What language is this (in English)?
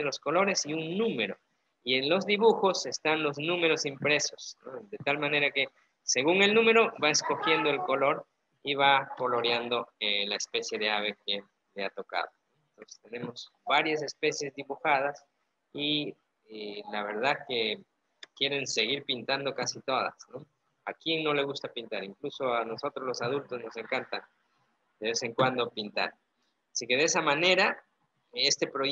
Spanish